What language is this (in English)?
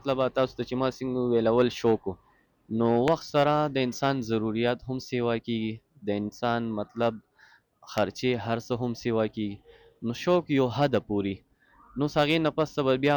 Pashto